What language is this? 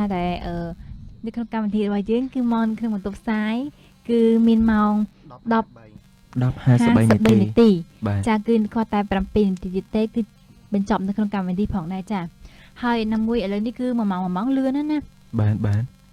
Khmer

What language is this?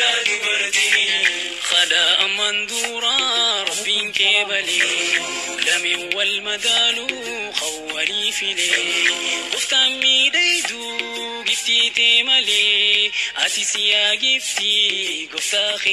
Oromo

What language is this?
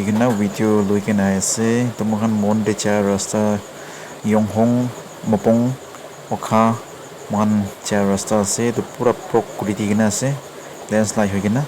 Naga Pidgin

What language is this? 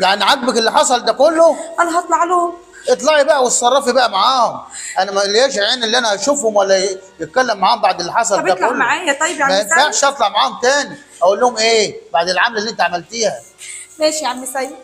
Egyptian Arabic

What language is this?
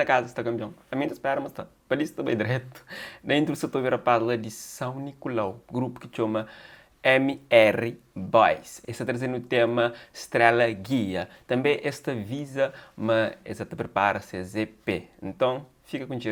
Kabuverdianu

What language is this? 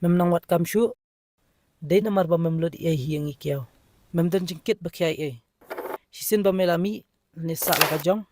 Khasi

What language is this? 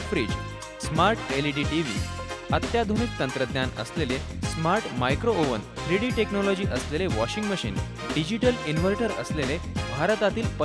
Marathi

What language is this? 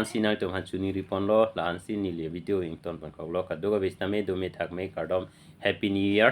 Karbi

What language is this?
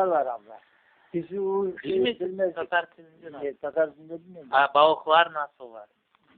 Crimean Tatar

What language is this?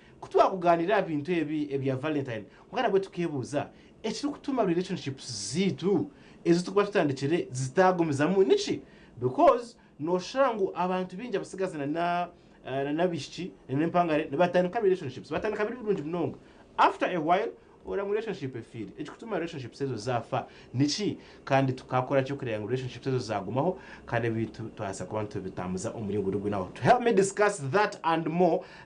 Nyankole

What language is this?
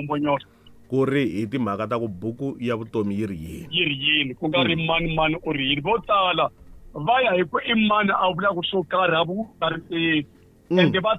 Tsonga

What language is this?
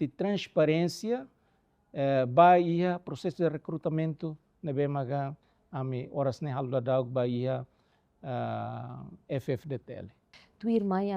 Tetum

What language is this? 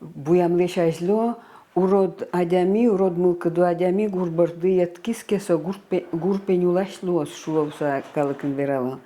Udmurt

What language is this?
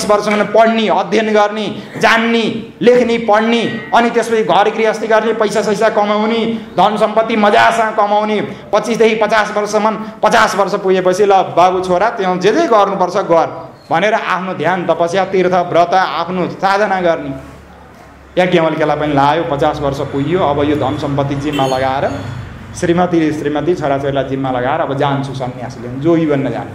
Nepali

